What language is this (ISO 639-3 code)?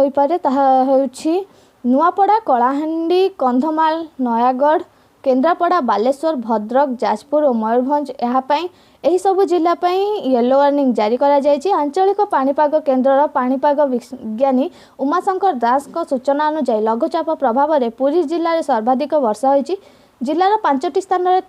ori